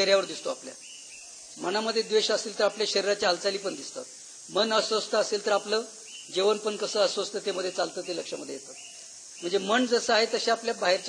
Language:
Marathi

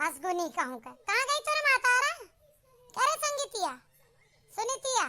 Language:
Awadhi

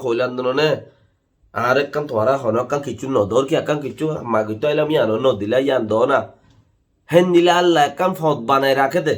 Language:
Rohingya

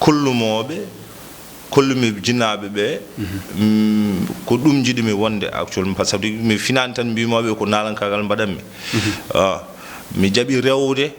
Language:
Fula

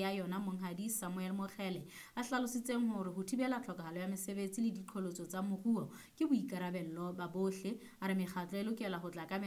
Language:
Southern Sotho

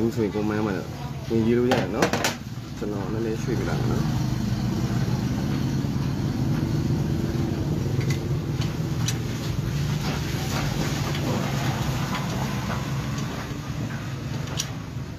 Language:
Burmese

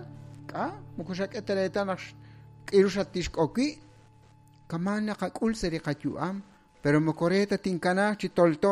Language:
Kekchí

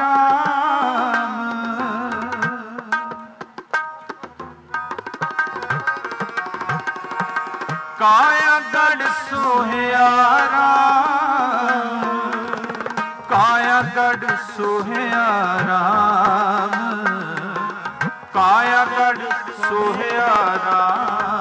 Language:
Punjabi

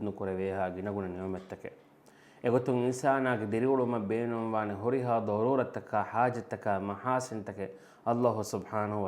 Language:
Divehi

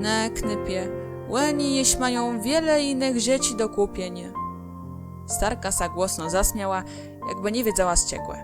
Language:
Kashubian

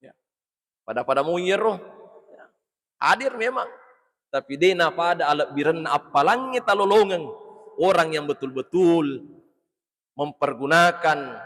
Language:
Buginese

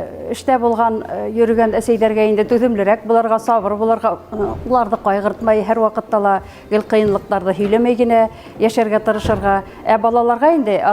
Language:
Bashkir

